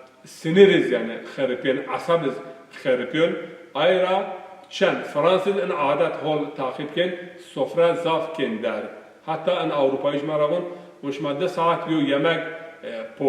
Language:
Zaza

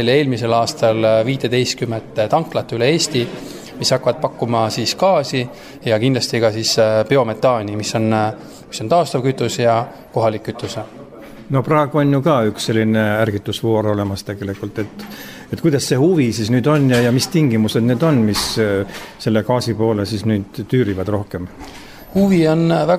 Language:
Estonian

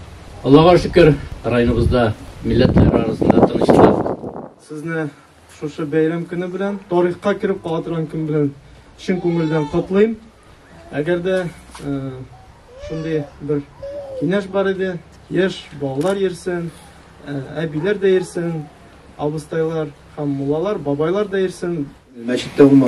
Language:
Tatar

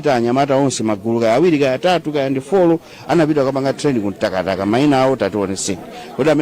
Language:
Nyanja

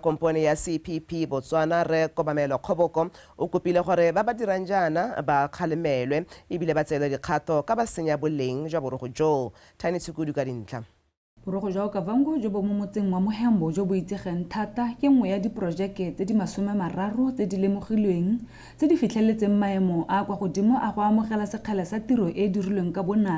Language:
Tswana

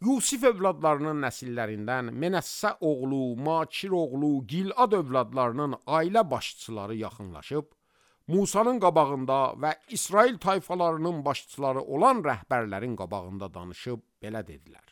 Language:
Azerbaijani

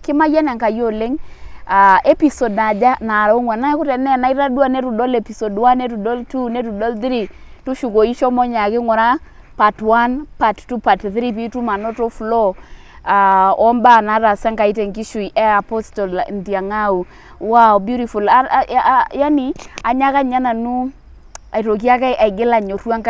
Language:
Masai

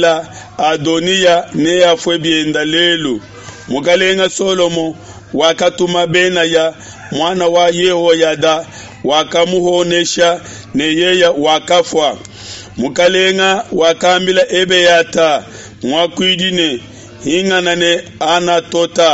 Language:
Luba-Lulua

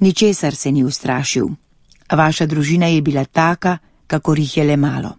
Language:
Slovenian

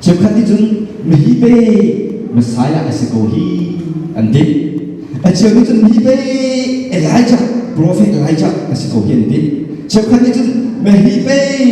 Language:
Hakha Chin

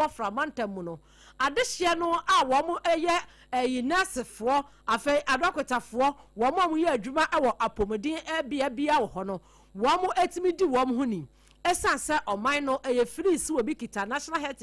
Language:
Akan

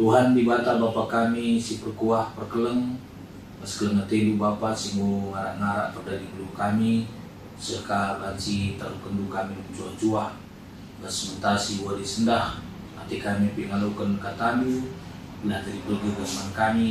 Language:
Batak Karo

